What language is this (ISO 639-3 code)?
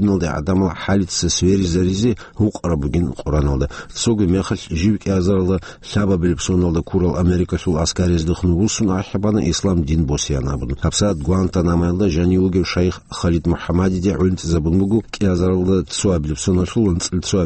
ava